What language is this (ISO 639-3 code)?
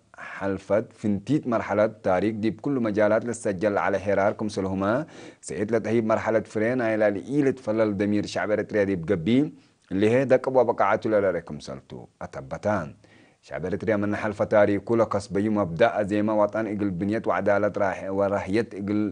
tig